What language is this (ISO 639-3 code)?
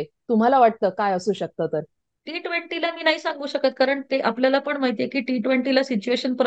mar